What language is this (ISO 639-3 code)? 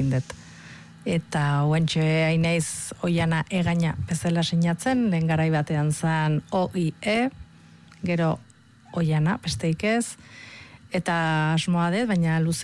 eus